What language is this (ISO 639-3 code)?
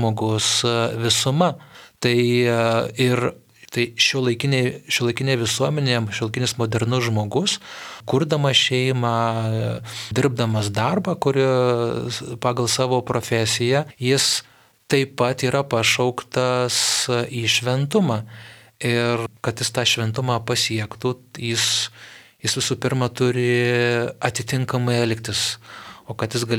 lit